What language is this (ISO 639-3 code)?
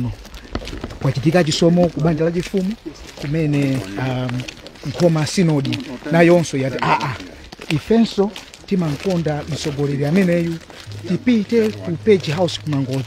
nya